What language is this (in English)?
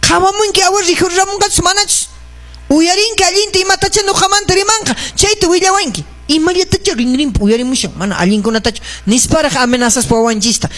Quechua